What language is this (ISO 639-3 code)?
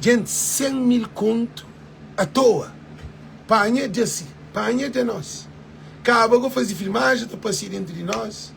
kea